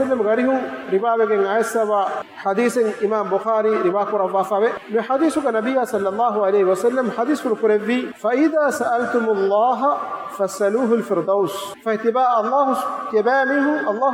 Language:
Divehi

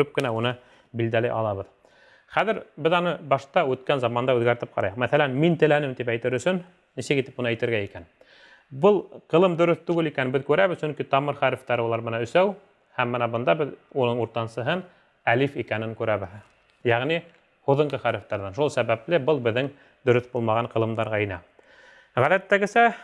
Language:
Bashkir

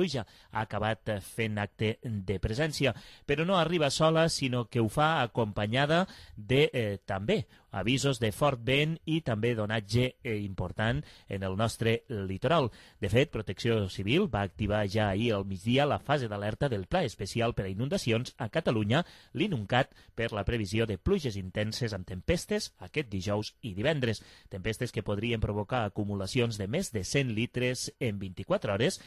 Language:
Catalan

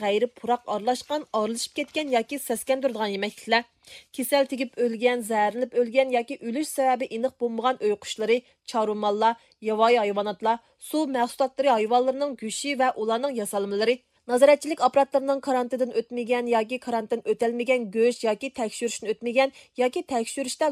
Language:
Uyghur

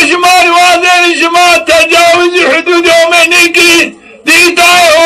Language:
Zaza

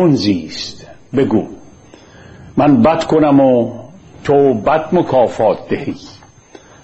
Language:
Persian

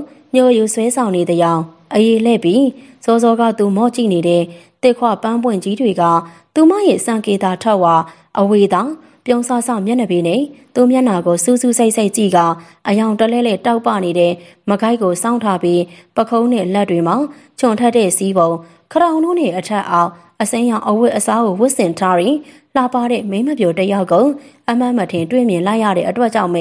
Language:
Burmese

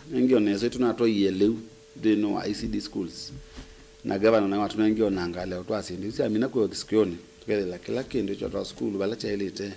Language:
Kamba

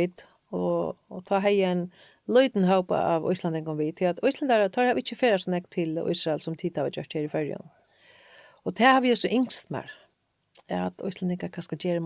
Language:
Faroese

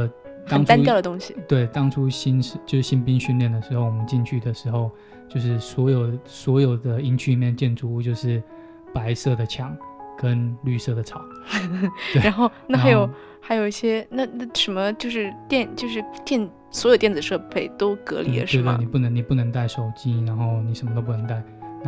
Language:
Chinese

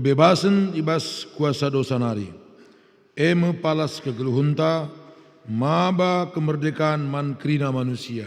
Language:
Batak Karo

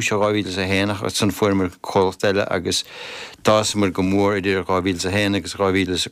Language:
Irish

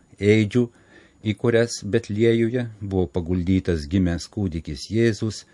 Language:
Lithuanian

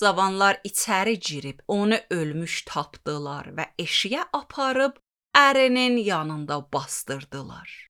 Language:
Azerbaijani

